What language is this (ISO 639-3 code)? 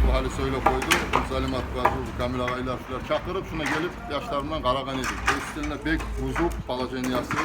kum